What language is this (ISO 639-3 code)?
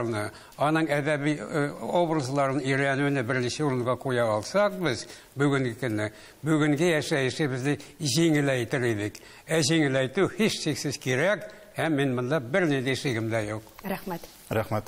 tat